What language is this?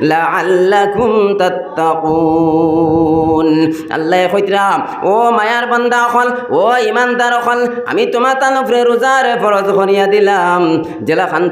Sylheti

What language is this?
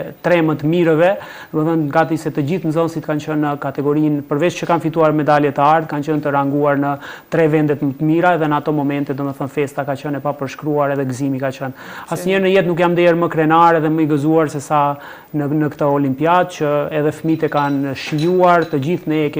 Albanian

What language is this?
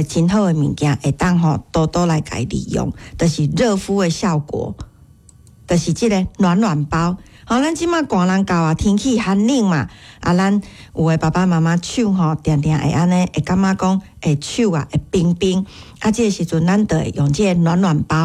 Min Nan Chinese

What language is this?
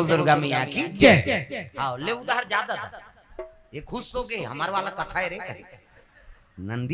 Chhattisgarhi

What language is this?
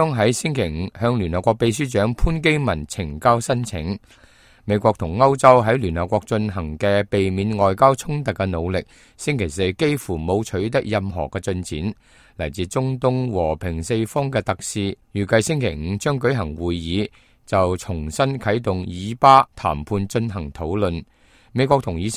Cantonese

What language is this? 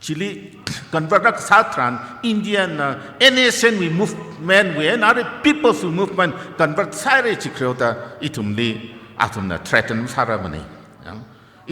Tangkhul Naga (India)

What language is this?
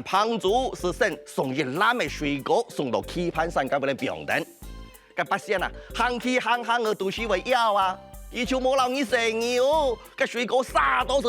Hakka Chinese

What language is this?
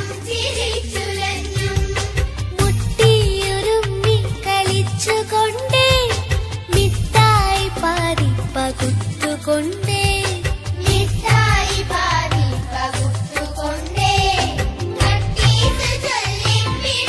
Malayalam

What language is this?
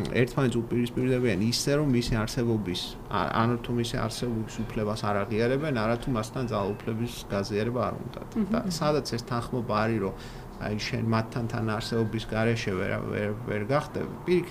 Georgian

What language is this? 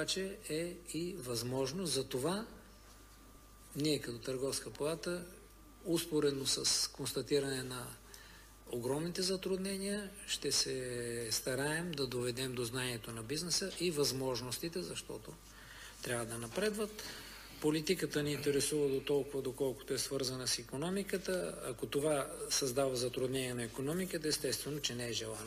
Bulgarian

